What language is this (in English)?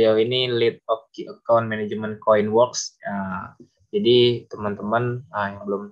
Indonesian